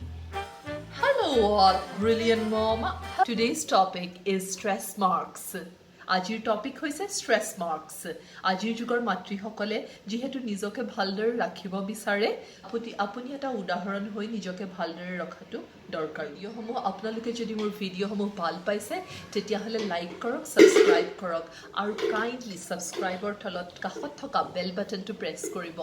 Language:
Assamese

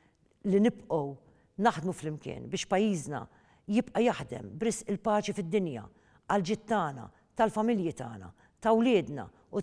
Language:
Maltese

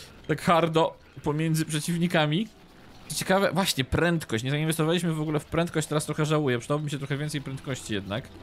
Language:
Polish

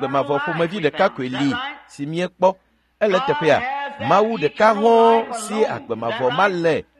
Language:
Ewe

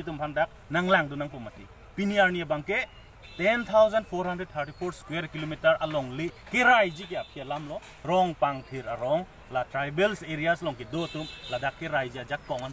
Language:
Karbi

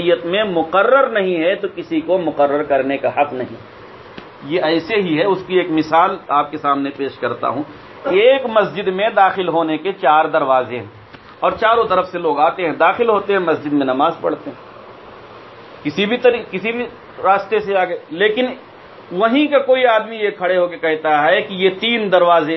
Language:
Urdu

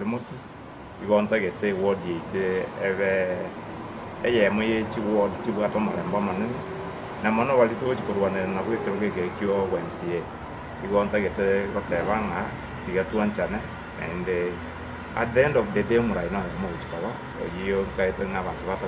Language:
Gusii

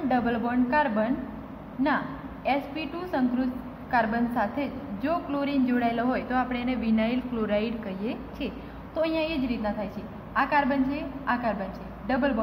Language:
Gujarati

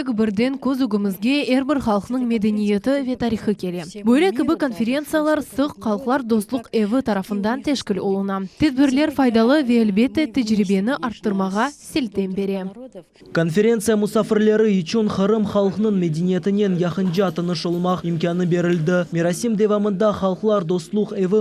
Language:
Crimean Tatar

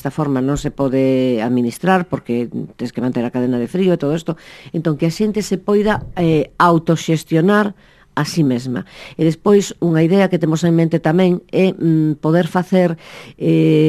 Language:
Galician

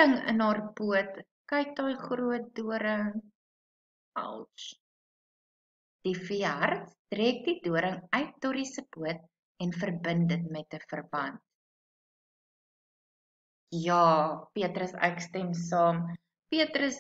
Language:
Afrikaans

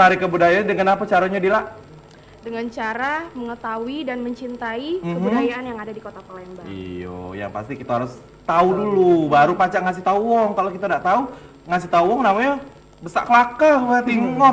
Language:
Musi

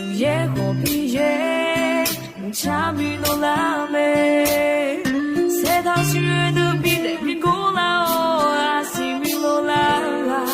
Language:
Akha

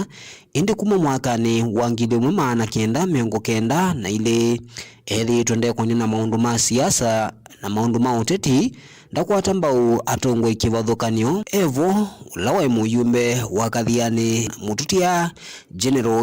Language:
Kamba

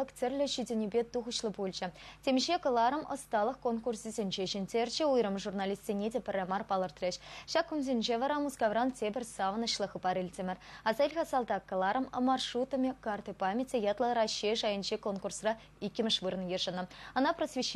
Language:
Chuvash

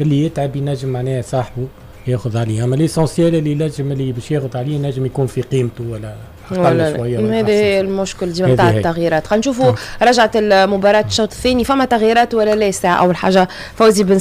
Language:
Tunisian Arabic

